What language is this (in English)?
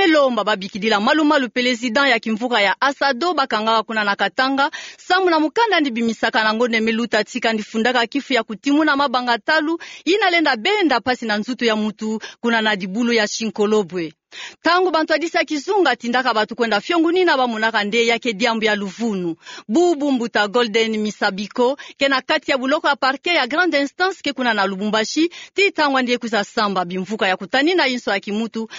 Kituba (Democratic Republic of Congo)